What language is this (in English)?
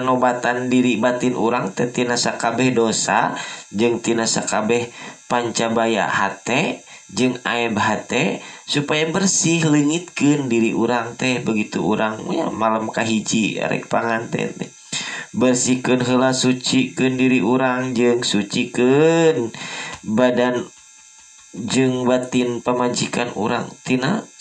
Sundanese